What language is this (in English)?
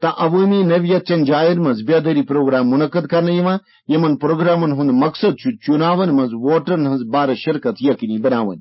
Kashmiri